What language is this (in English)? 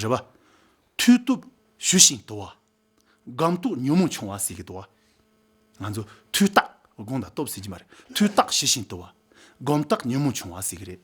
Tibetan